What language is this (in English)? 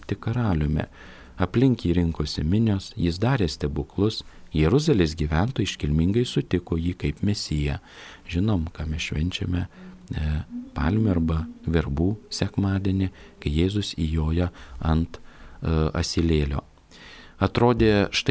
Lithuanian